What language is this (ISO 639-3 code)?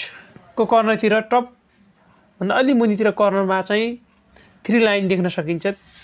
nep